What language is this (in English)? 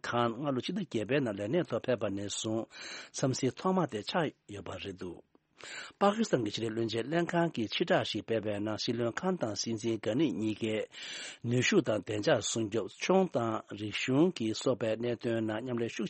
Tibetan